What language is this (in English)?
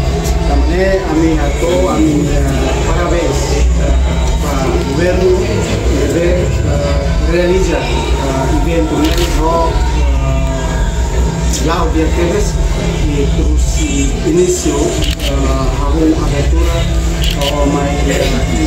Tetum